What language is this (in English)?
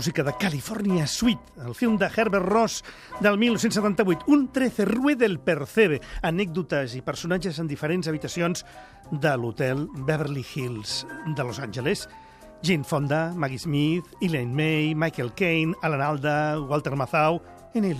Catalan